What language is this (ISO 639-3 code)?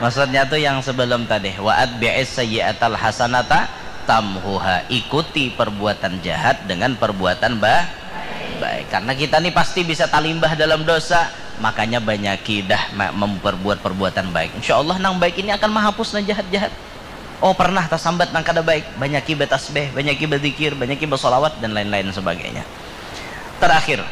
bjn